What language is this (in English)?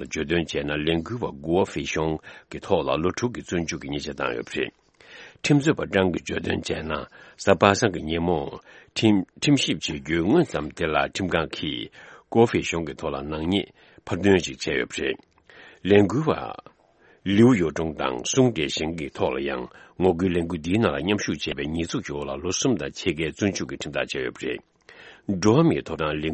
Tibetan